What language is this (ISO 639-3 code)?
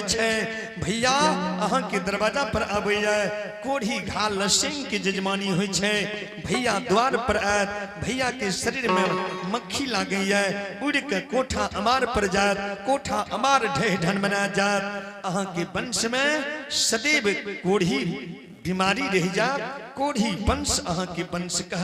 anp